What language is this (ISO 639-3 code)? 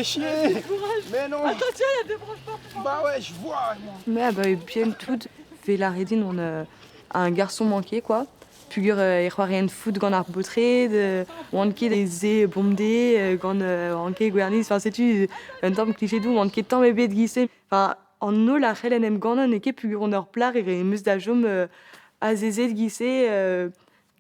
bre